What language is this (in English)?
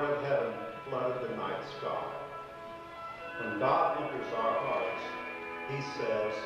English